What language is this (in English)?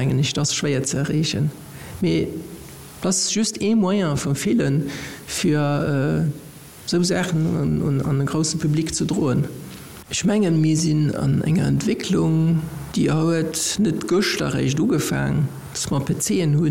Luxembourgish